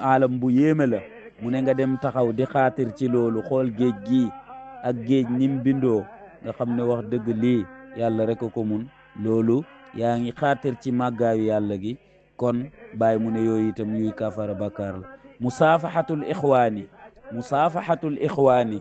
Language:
Wolof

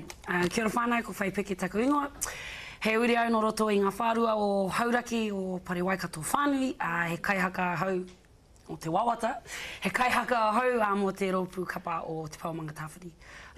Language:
Māori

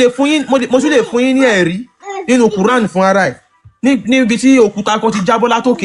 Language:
Yoruba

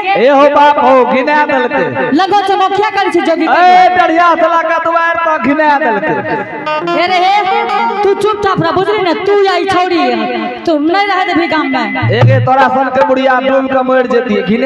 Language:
Angika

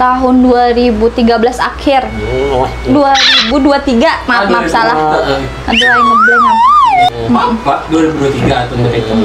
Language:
Banjar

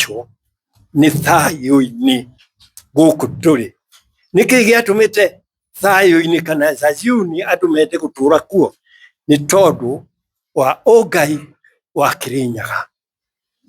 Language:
Kikuyu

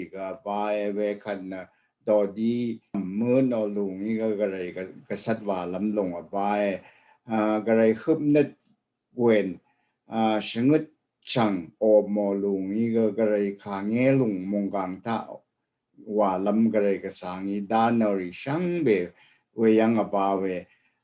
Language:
Rawang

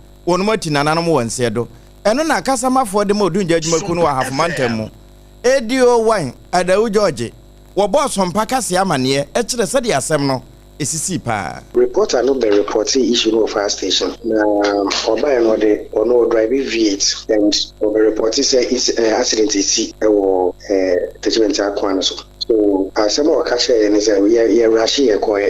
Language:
Akan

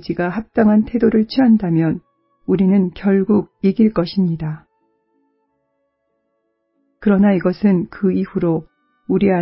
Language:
Korean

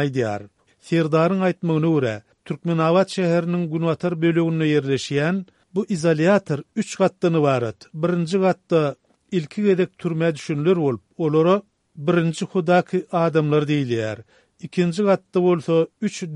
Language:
Turkmen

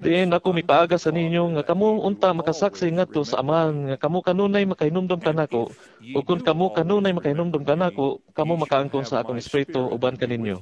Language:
Cebuano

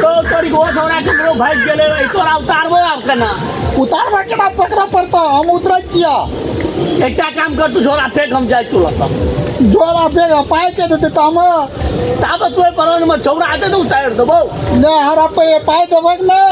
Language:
Maithili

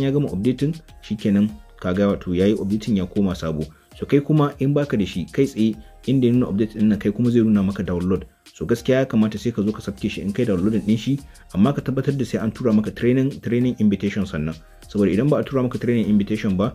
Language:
Hausa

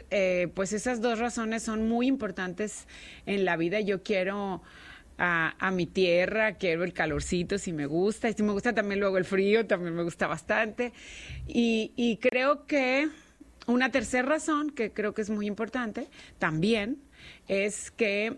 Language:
Spanish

